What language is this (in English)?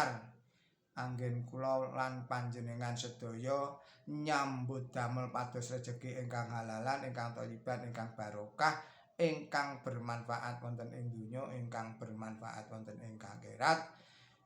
Javanese